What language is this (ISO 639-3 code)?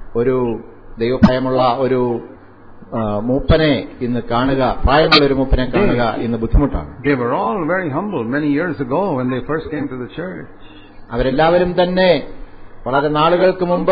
mal